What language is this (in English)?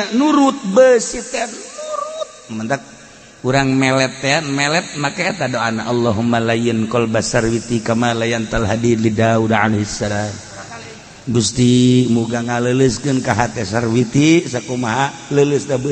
Sundanese